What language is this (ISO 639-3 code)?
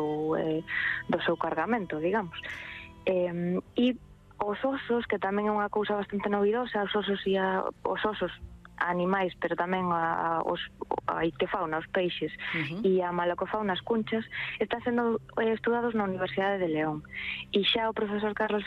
glg